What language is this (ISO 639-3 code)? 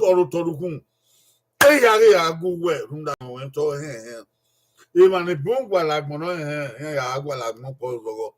bin